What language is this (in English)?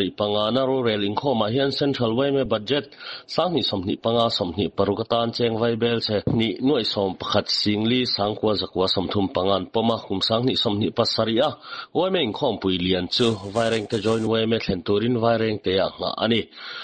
Mizo